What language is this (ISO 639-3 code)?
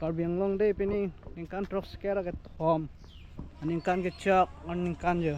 mjw